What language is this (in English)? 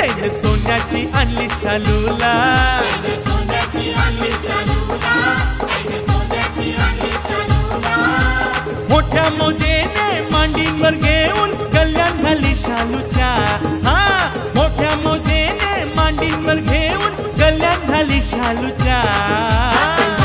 Marathi